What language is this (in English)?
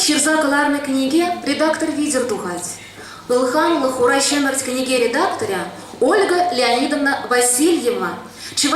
Chuvash